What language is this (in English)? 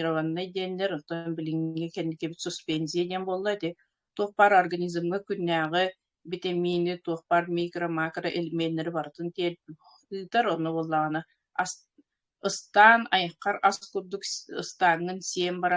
Yakut